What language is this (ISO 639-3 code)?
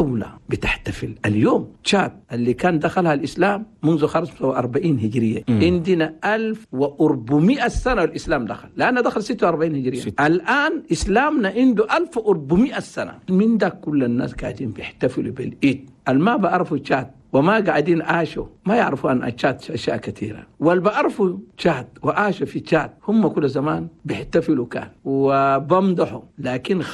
shu